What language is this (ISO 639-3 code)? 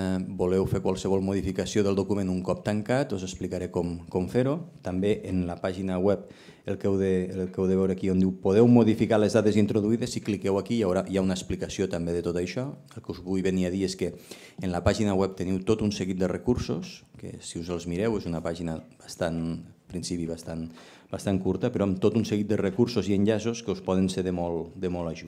cat